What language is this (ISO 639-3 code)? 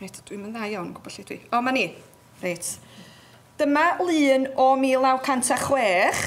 cym